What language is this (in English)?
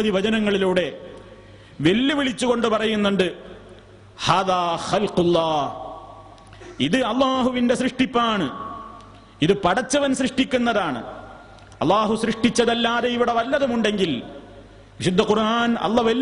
Malayalam